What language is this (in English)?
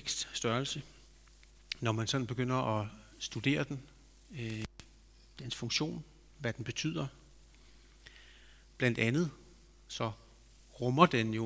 Danish